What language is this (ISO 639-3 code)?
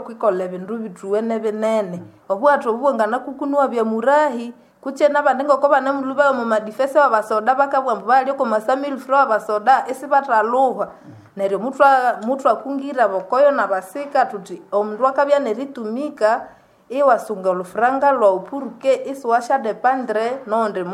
nnb